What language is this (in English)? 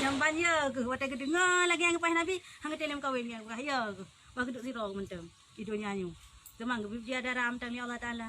Achinese